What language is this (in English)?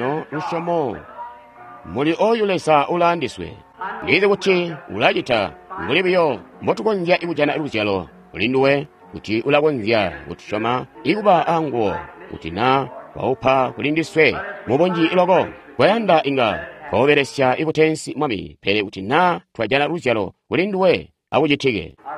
Tonga (Zambia)